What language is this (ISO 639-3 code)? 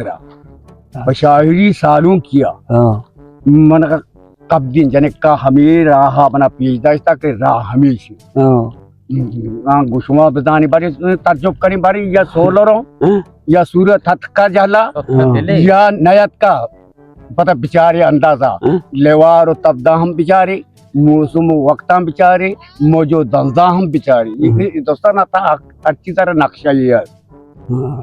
bal